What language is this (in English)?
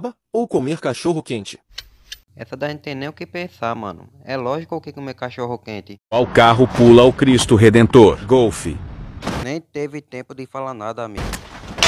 Portuguese